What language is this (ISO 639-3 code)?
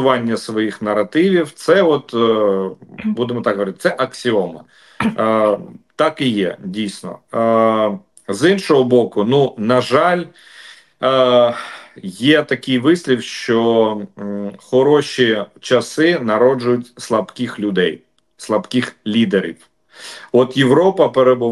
ukr